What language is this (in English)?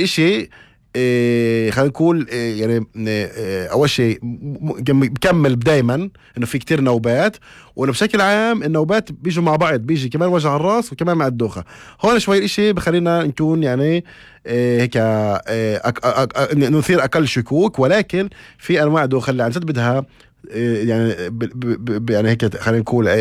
North Levantine Arabic